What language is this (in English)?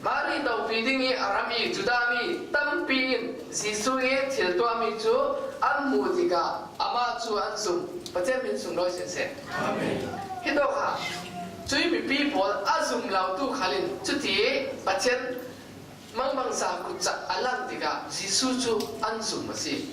Falam Chin